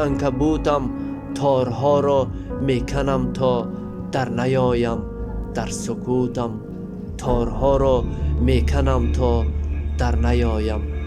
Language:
Tajik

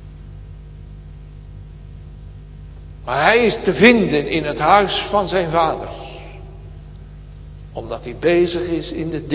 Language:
Dutch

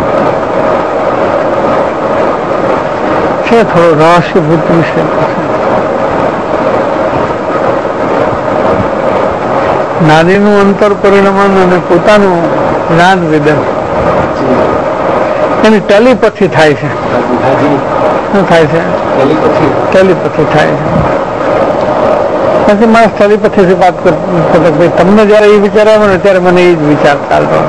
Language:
Gujarati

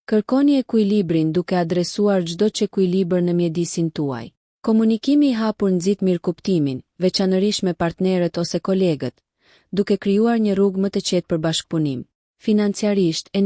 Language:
Albanian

